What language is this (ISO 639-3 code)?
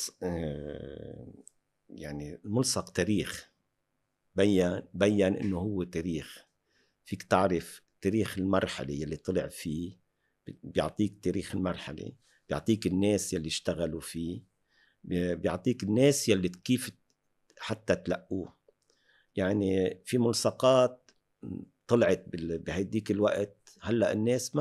apc